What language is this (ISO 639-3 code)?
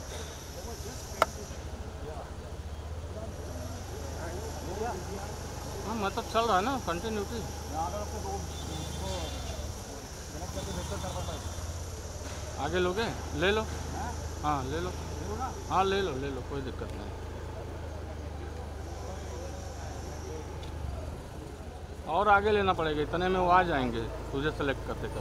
hin